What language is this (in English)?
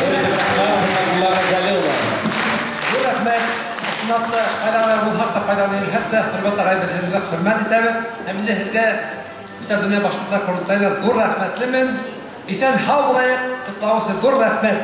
Bashkir